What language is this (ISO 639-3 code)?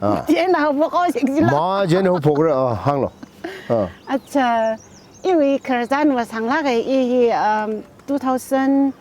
nmf